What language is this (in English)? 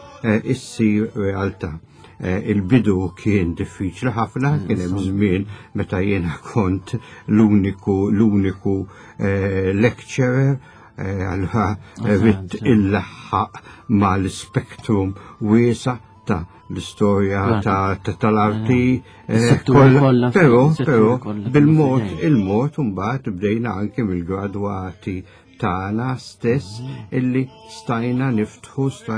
Maltese